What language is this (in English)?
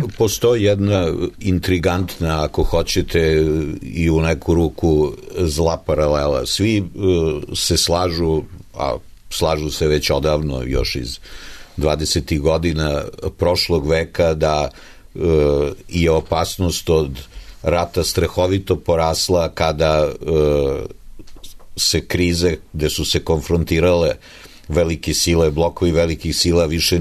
Serbian